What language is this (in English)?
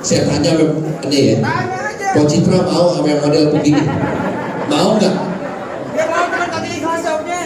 Betawi